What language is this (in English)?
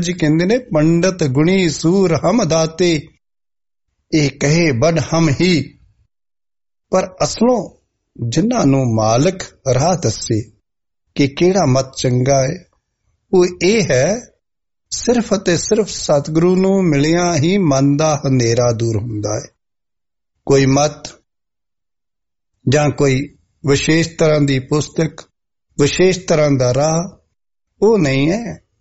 Punjabi